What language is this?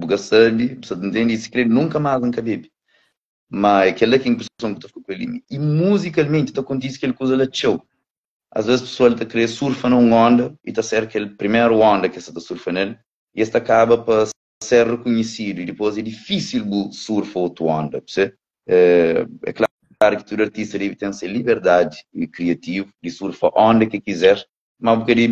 Kabuverdianu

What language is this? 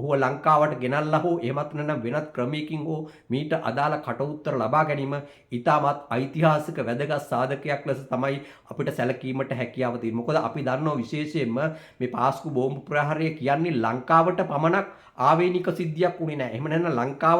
Sinhala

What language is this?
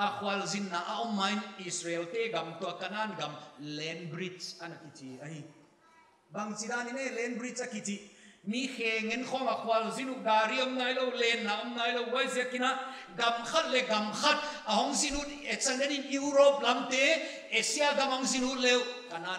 Paite Chin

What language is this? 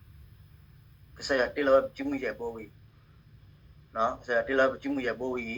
S'gaw Karen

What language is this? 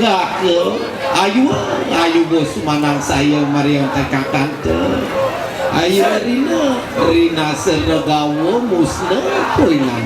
Balinese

